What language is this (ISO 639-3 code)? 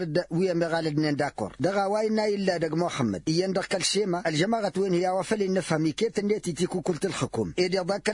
taq